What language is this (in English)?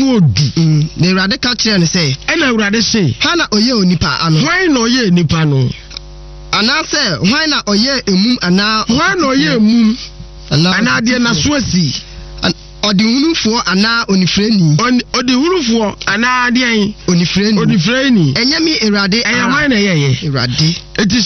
Akan